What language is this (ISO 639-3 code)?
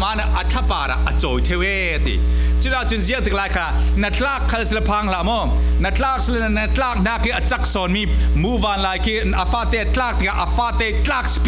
cfm